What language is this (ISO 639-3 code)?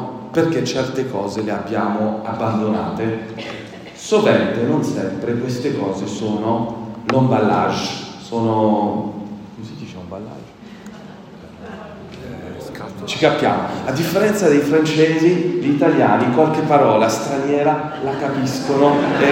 ita